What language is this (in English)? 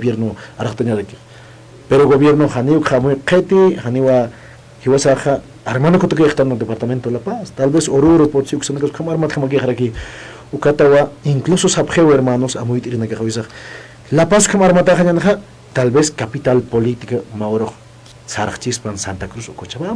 Aymara